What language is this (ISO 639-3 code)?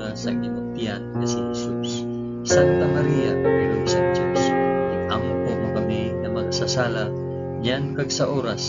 hil